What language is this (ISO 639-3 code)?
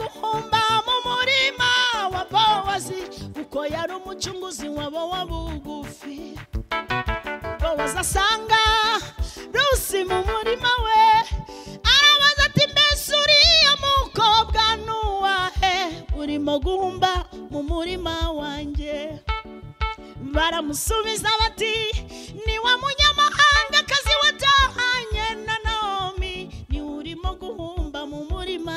kin